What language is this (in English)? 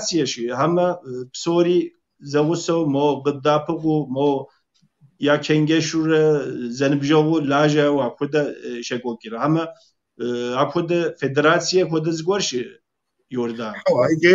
Kabardian